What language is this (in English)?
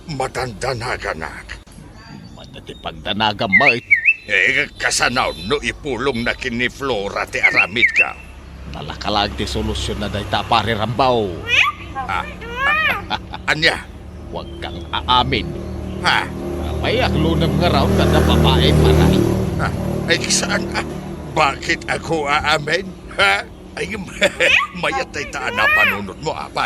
Iloko